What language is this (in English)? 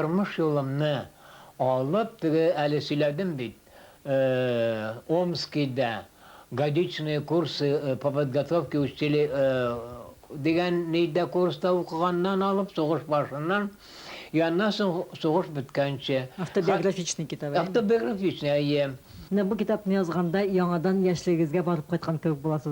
Tatar